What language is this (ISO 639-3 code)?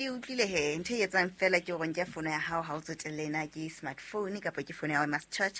sot